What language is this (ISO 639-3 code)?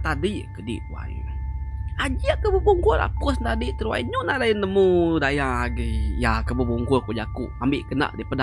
iba